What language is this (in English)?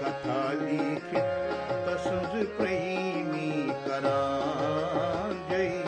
Kashmiri